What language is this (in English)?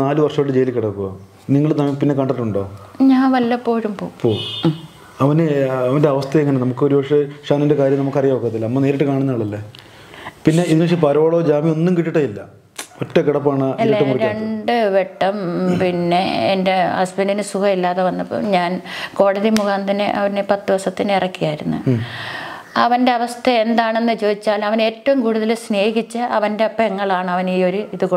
Malayalam